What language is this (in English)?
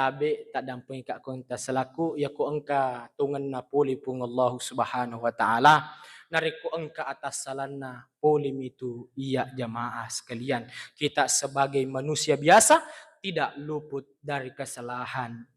Buginese